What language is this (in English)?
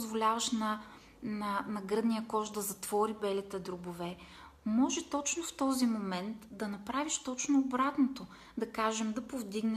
Bulgarian